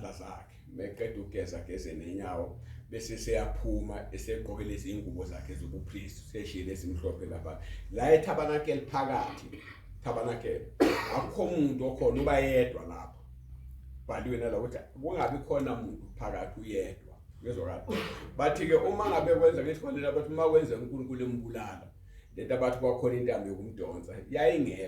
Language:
Zulu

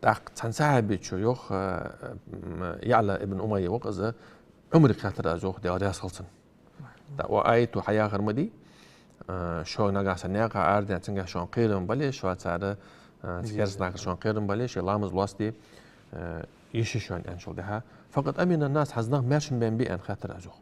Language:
Ingush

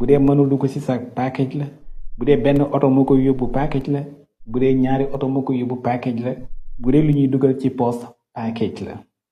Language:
Wolof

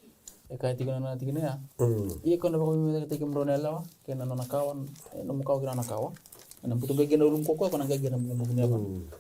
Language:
Fijian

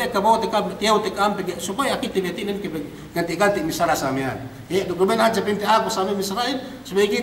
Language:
Yakan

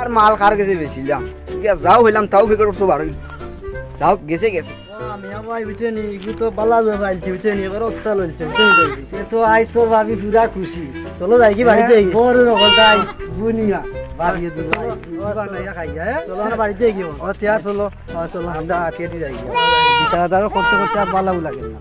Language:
Sylheti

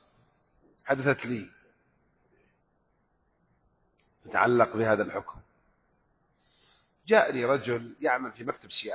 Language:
Arabic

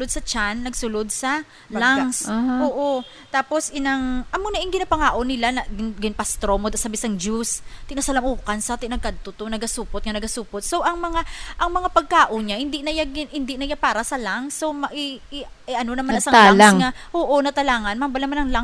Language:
Hiligaynon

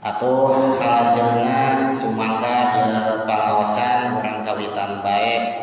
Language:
Sundanese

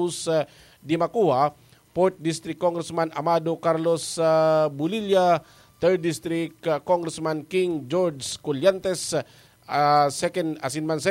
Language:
Bikol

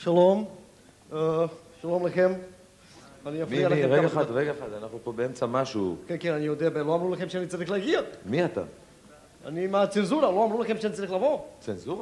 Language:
Hebrew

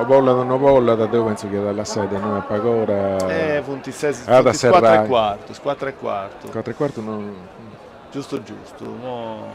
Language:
Sardinian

